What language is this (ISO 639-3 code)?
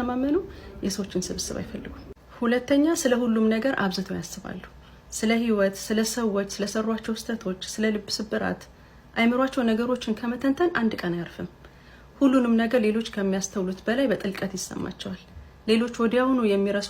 amh